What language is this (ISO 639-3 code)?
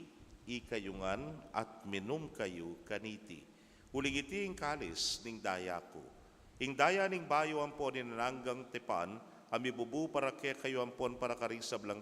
pam